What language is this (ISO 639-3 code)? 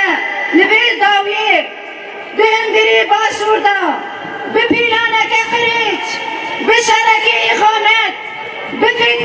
kur